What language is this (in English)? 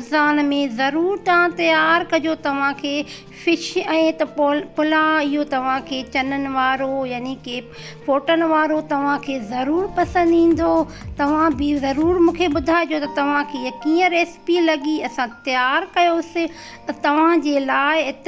Sindhi